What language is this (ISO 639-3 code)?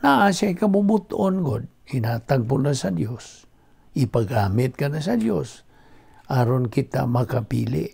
ceb